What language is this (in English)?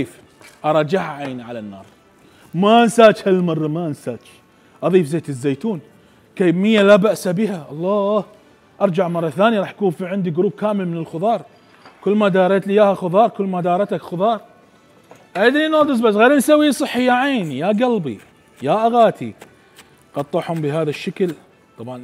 Mesopotamian Arabic